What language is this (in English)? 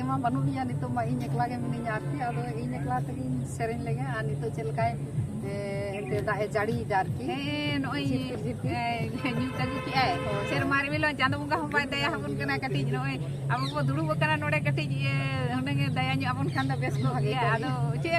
Santali